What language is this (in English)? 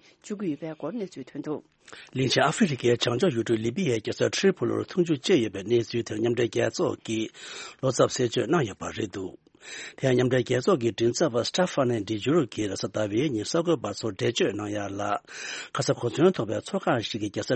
Tibetan